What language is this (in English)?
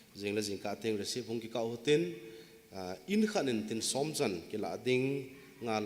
Thado Chin